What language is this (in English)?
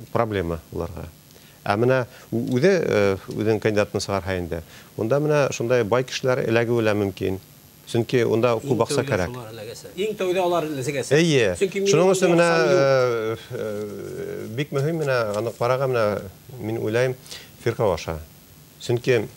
Bashkir